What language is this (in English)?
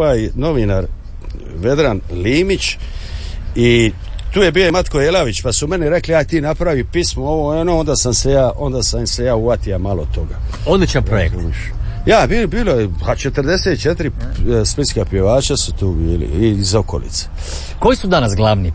Croatian